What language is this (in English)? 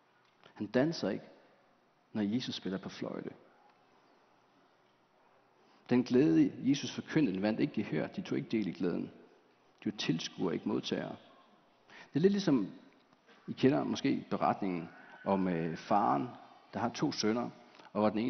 Danish